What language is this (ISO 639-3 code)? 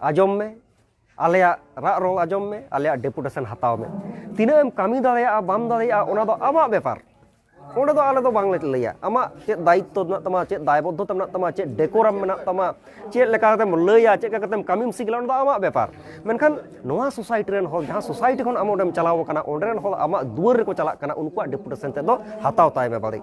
sat